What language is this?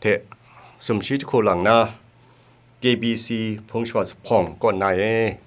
Kachin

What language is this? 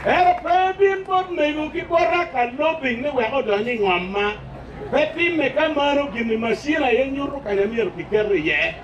Acoli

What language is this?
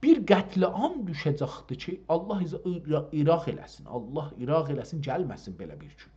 South Azerbaijani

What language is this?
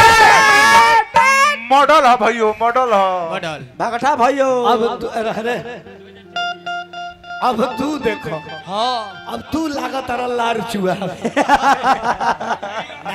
Bhojpuri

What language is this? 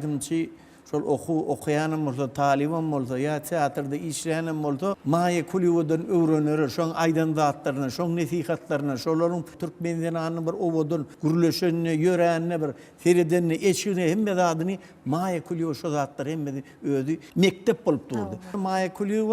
Turkmen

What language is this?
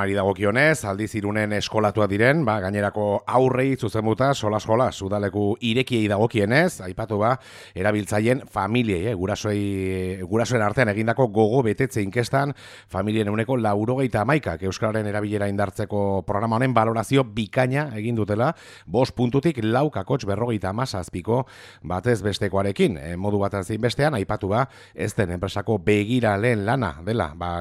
Basque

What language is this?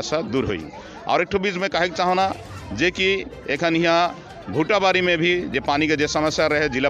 Sadri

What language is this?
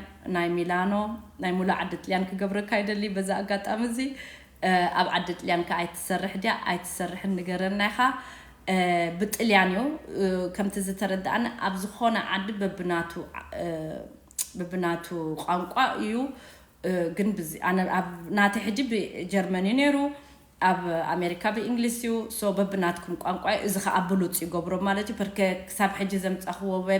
Tigrinya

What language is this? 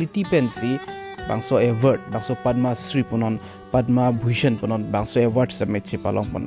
Karbi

